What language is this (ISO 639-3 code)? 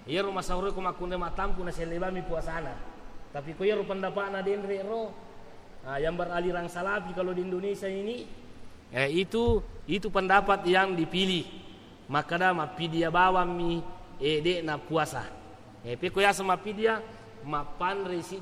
bug